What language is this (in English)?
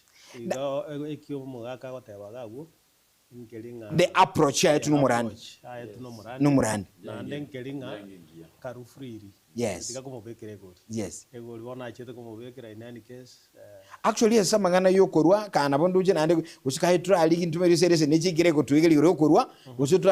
Gusii